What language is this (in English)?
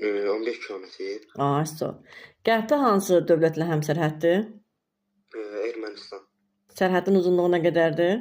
Azerbaijani